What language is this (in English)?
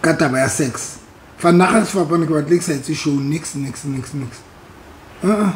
Southern Sotho